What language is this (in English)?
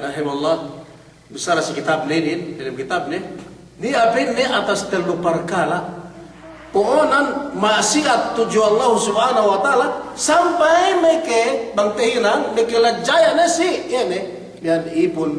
Yakan